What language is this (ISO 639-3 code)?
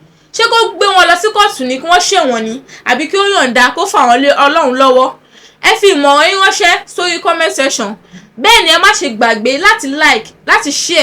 yor